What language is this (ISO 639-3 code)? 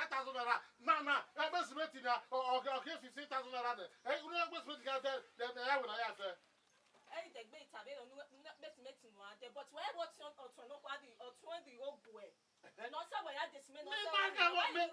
bin